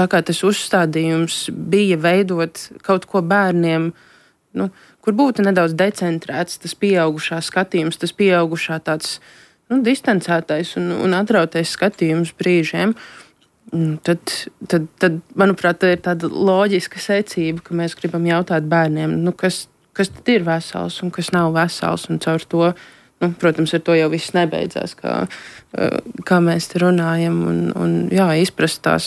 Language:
Latvian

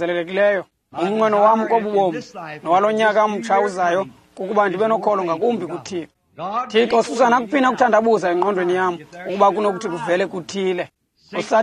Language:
Xhosa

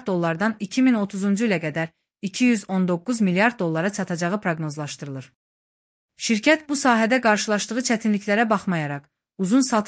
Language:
Azerbaijani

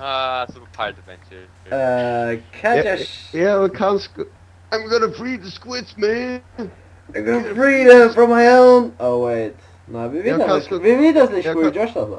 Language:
Faroese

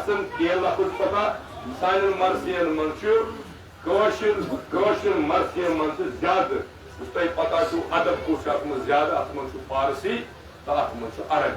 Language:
Kashmiri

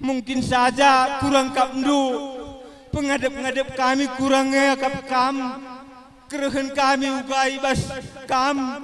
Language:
Batak Karo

